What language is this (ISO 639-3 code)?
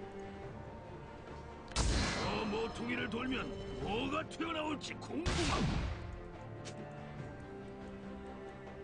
kor